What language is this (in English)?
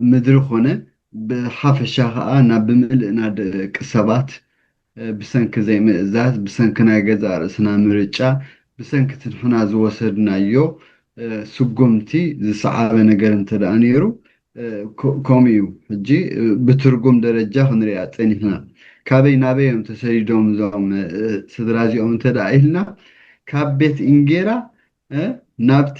Tigrinya